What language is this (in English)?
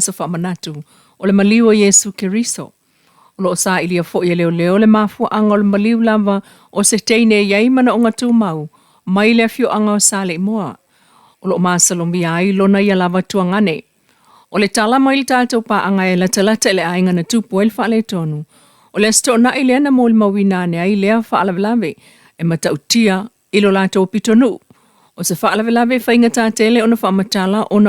Samoan